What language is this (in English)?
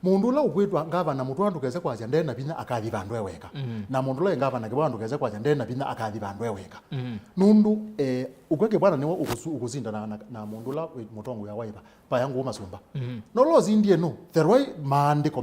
Kamba